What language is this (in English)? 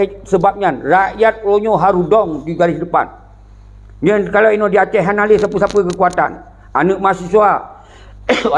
Achinese